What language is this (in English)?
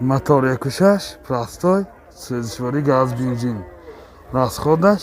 Tajik